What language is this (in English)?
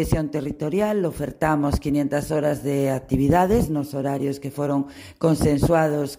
Galician